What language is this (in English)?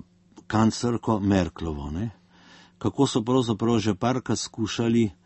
Slovenian